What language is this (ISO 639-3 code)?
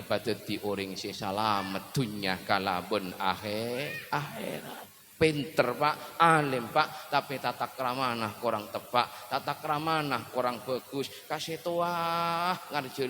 mad